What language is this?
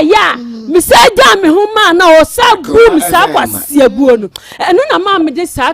Akan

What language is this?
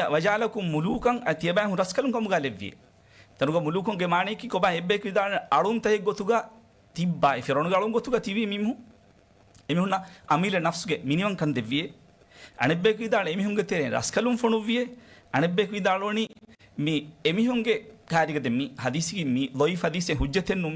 Divehi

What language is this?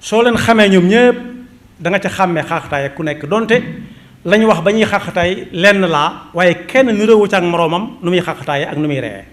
Wolof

